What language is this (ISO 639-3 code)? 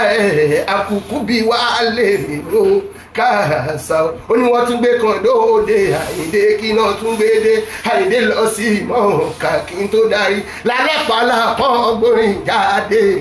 yor